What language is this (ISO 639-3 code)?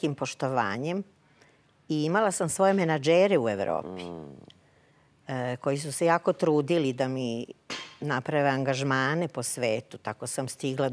srp